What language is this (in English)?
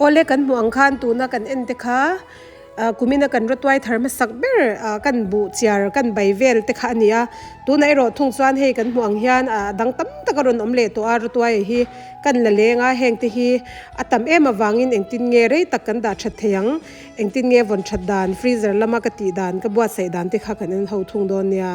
Mizo